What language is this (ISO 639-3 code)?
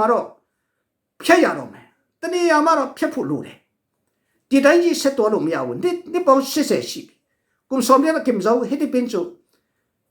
cfm